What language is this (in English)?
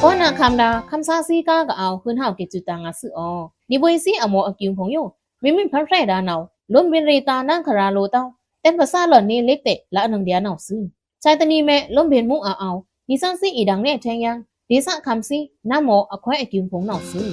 Pa'o Karen